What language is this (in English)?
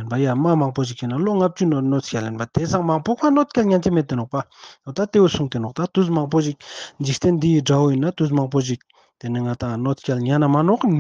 Ladakhi